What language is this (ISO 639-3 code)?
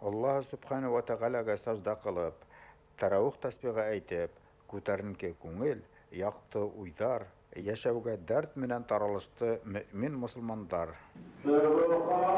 bak